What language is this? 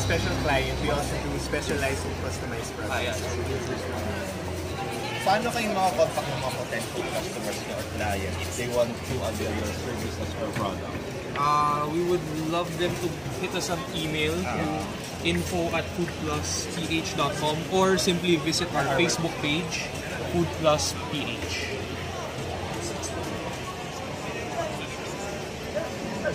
Filipino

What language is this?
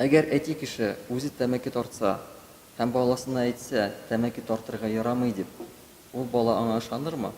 Tatar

